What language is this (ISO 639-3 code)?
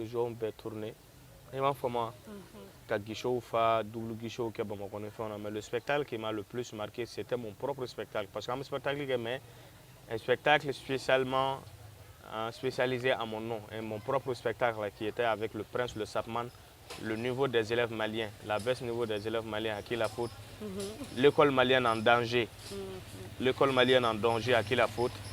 bam